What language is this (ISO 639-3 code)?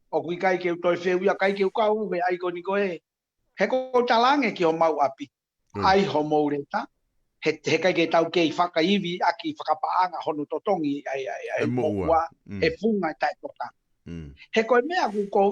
ton